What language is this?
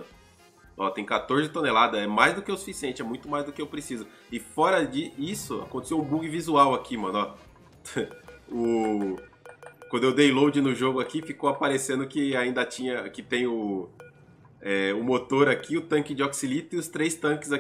Portuguese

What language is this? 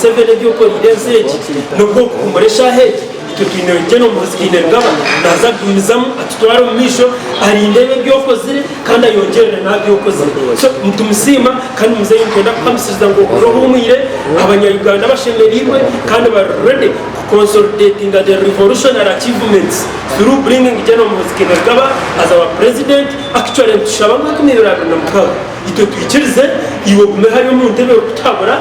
Nyankole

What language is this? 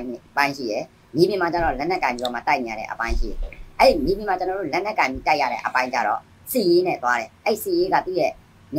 Burmese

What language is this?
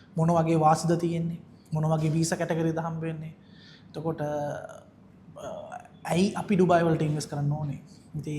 Sinhala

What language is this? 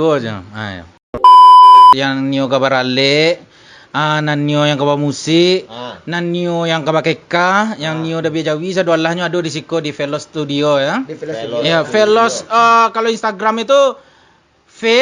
Minangkabau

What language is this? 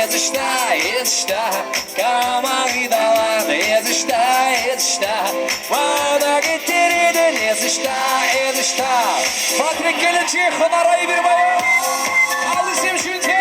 Chuvash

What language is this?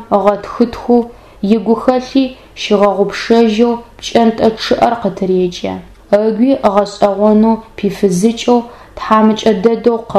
Adyghe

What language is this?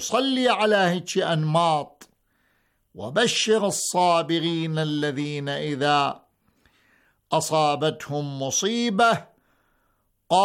Arabic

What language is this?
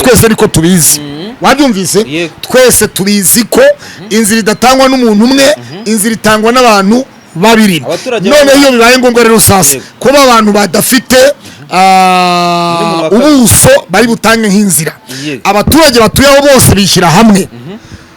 Kinyarwanda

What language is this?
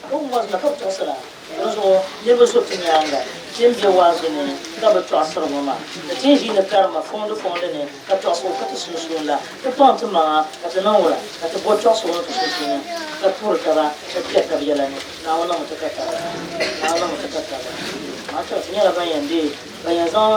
Dagbani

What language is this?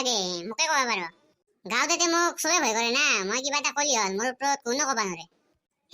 Assamese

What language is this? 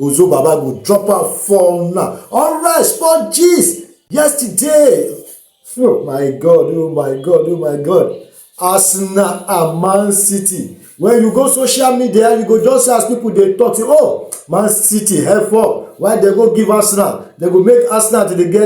Nigerian Pidgin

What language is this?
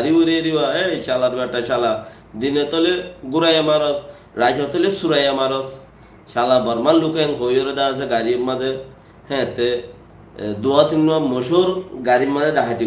Rohingya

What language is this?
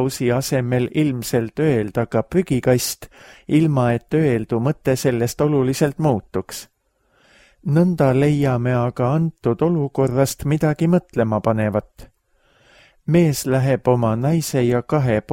Estonian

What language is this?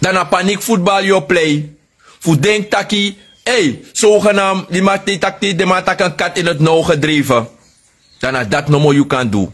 Sranan Tongo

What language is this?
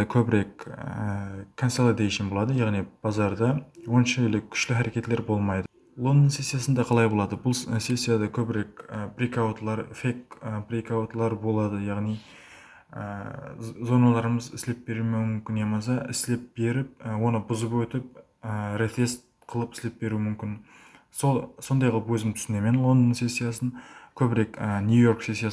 Kara-Kalpak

